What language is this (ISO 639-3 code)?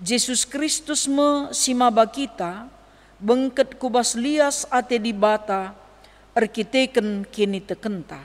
btx